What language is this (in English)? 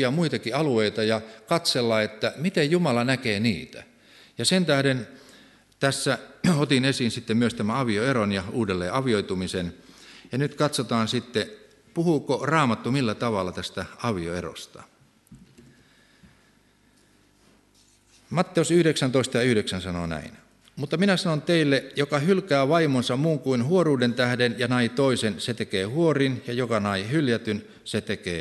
Finnish